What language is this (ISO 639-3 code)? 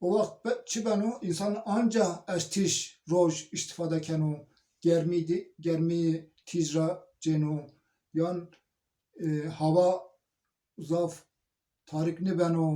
zza